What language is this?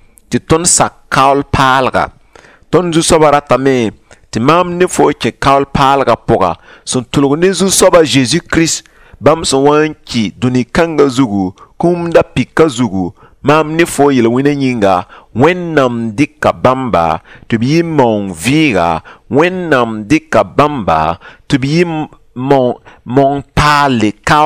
Mossi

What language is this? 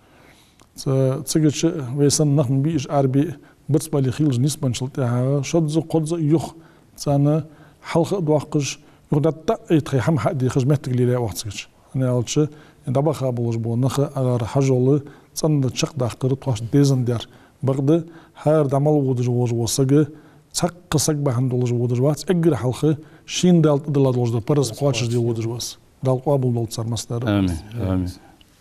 Ingush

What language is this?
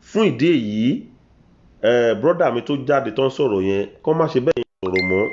Yoruba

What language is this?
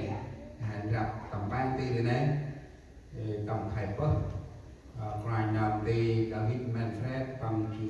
Central Mnong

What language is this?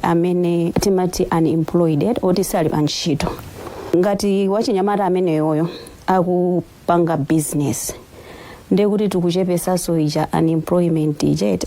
Nyanja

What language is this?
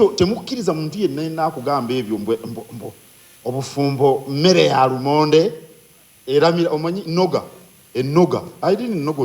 Ganda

